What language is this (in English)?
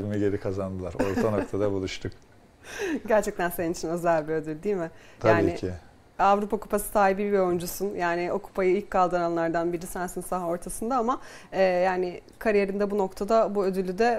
Turkish